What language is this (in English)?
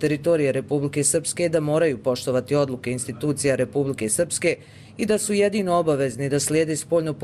Croatian